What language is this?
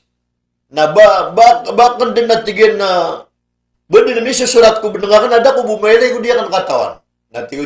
Maranao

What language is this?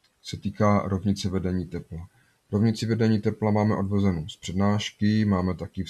Czech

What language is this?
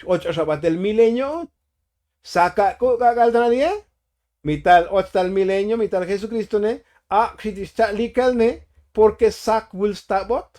Tzotzil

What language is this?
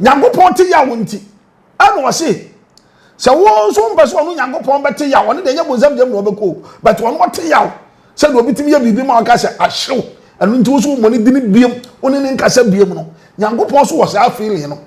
Akan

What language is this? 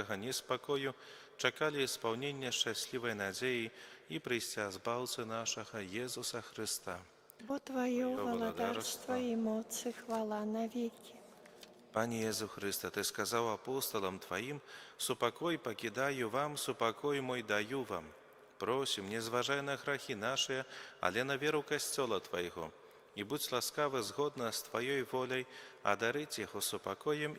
Belarusian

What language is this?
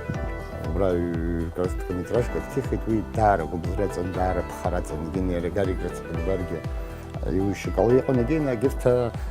Abkhazian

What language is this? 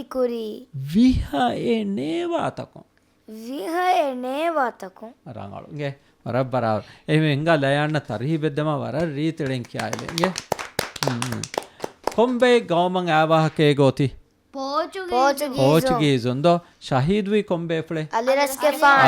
Divehi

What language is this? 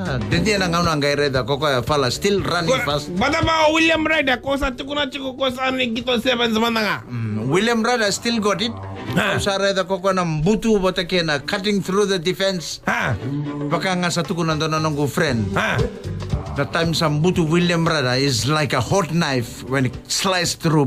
Fijian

